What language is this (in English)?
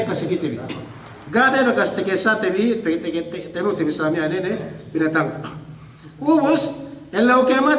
Yakan